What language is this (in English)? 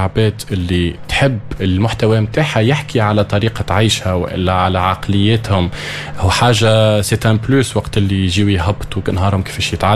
Tunisian Arabic